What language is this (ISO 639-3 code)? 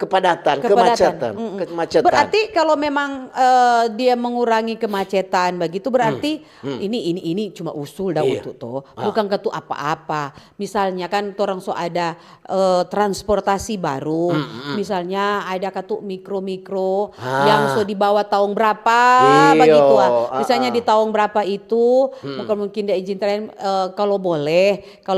xmm